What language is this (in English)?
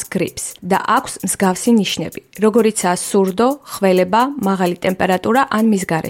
Georgian